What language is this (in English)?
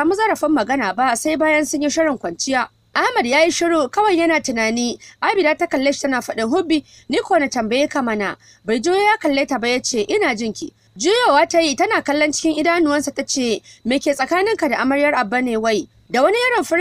Hausa